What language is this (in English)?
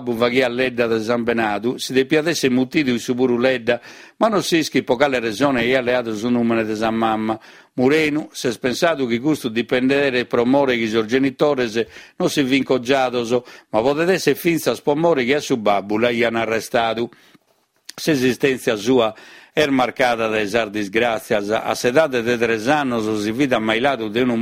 Sardinian